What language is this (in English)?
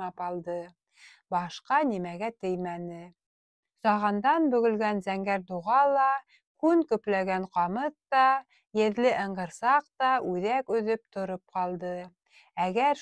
Bashkir